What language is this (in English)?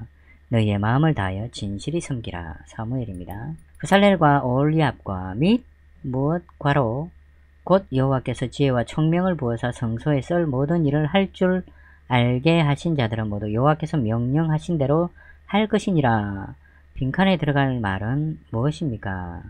Korean